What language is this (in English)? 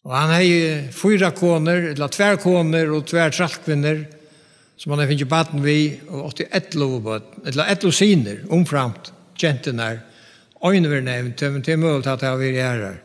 Faroese